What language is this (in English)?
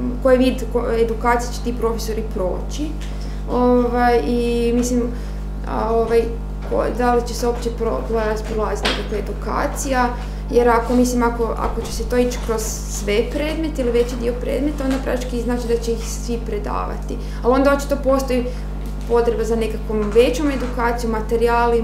Croatian